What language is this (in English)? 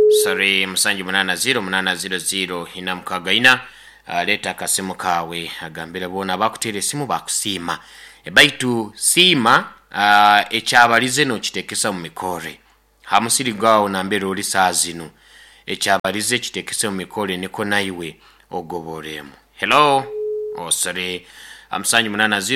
Nyoro